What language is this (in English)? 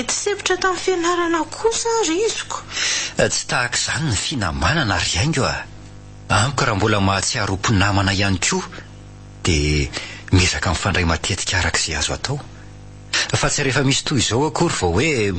Malagasy